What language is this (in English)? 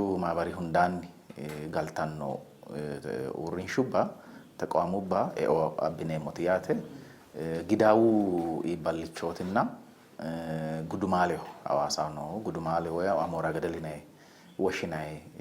Sidamo